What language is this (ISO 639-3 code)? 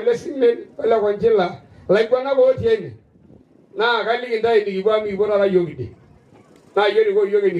mas